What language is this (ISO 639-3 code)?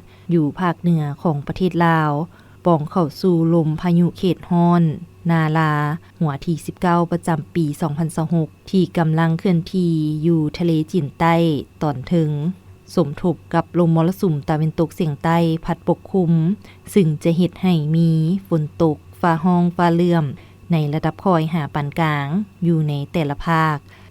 lao